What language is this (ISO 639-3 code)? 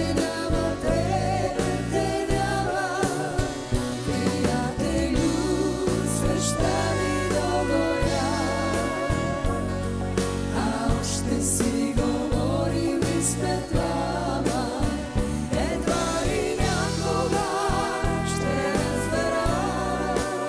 bul